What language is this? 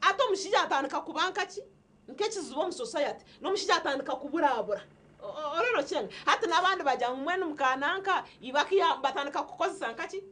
Nyankole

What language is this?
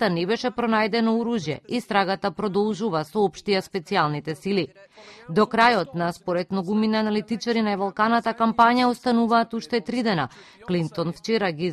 Macedonian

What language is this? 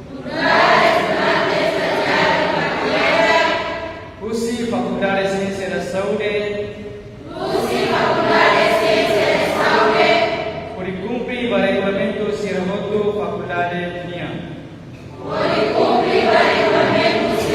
Tetum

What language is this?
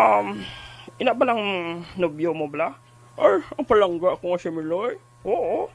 Hiligaynon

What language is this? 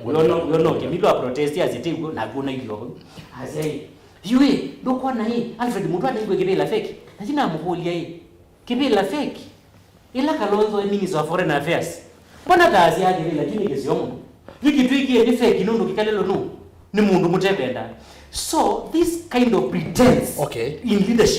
Kamba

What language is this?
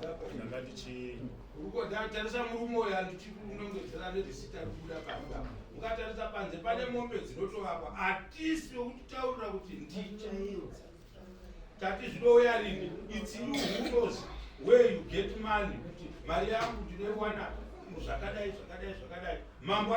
Shona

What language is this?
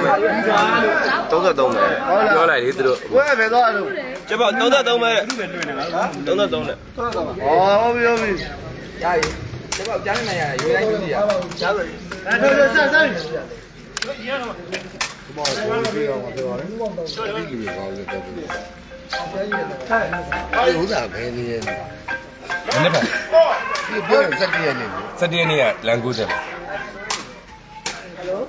Burmese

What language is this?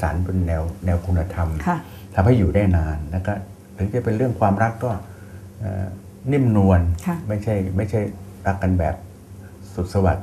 Thai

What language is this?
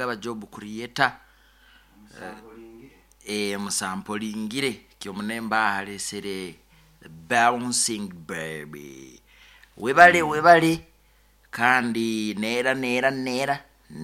Nyoro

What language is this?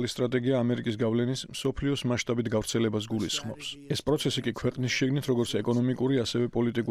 Georgian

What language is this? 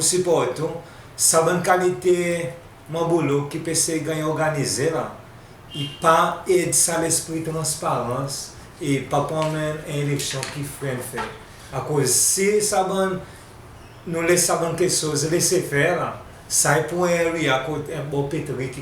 Seselwa Creole French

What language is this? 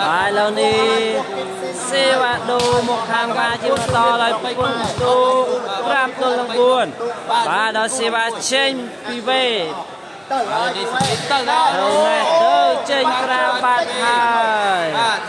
Khmer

